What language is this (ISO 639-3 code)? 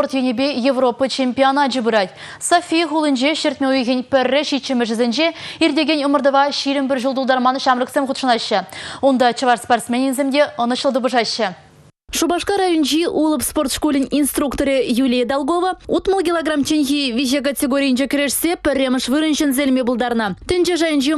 chv